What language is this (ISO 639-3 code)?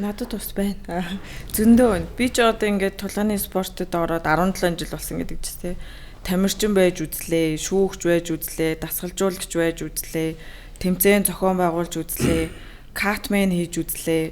mon